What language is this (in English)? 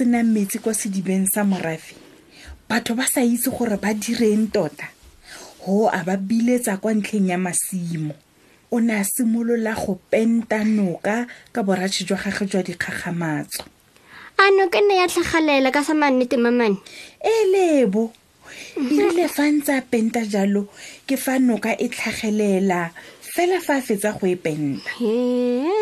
Tswana